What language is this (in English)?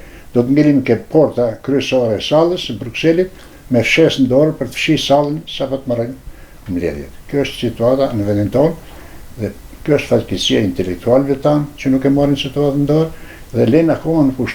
Albanian